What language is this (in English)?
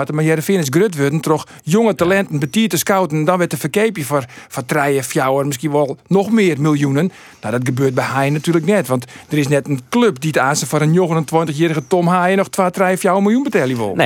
Western Frisian